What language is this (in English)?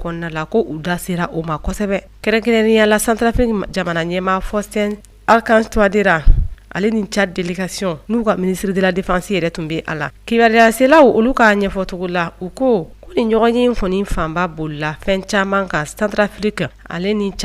Bambara